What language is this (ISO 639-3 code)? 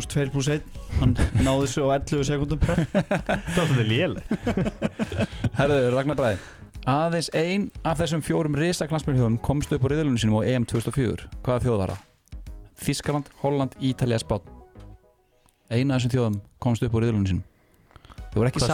isl